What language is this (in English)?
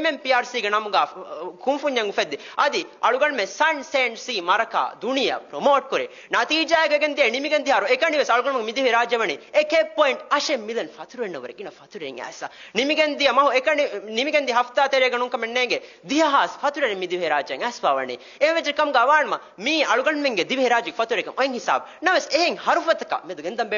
Divehi